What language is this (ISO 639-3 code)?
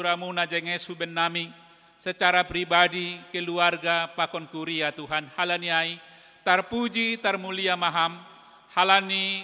bts